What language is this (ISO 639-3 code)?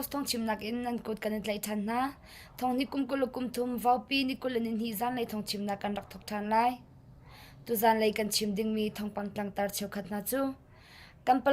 cnh